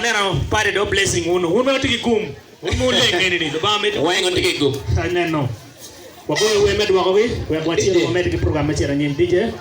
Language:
Acoli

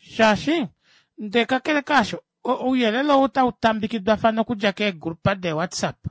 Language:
Kuanyama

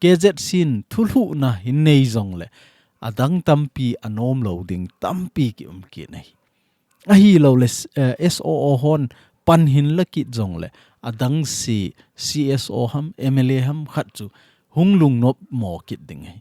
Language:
Thado Chin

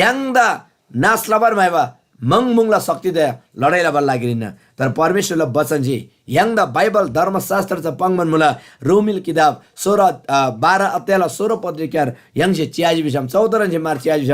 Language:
Eastern Tamang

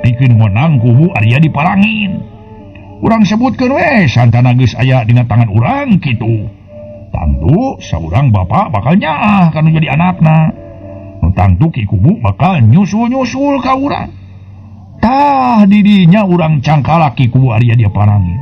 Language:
Sundanese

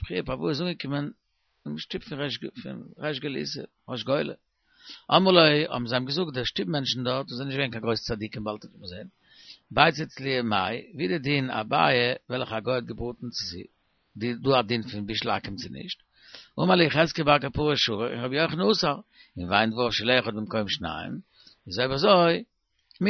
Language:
Yiddish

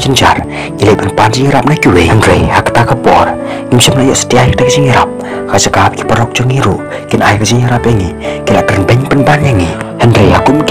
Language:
Khasi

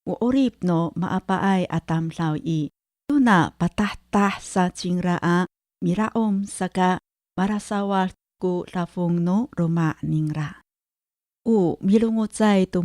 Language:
Amis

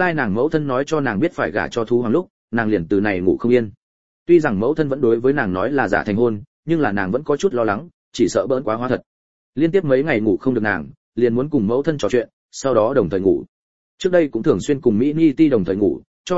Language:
Vietnamese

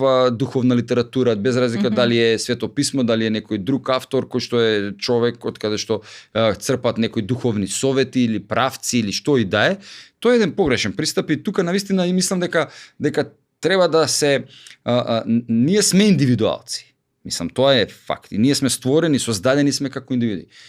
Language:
Macedonian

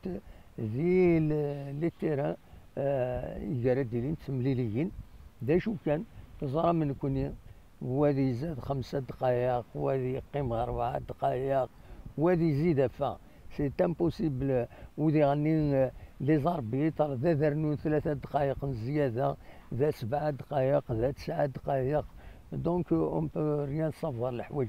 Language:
Kabyle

